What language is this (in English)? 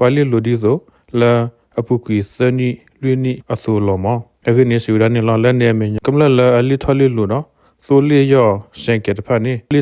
S'gaw Karen